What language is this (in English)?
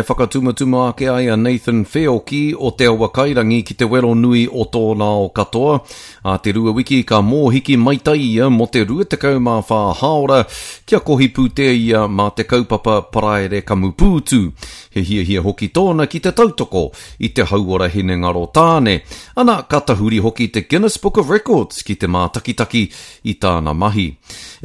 Māori